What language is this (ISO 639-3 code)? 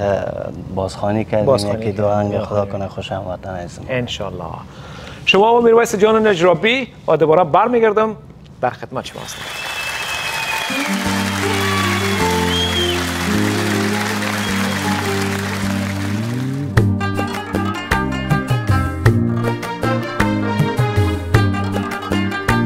fas